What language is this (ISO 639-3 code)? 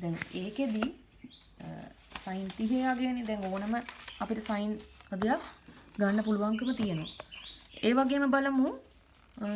sin